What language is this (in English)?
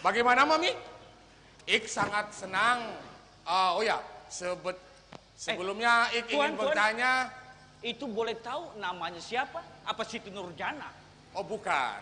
Banjar